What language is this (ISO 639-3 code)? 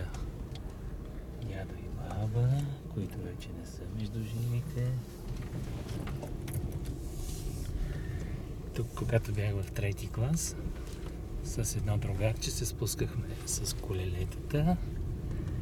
bul